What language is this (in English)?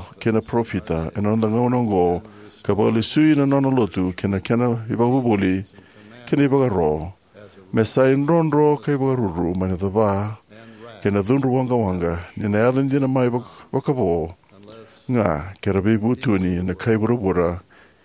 Fijian